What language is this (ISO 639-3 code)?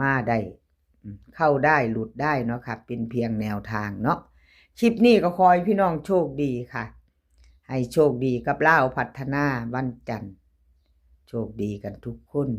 tts